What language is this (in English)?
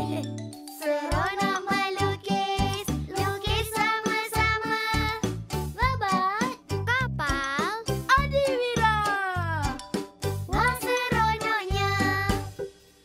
Malay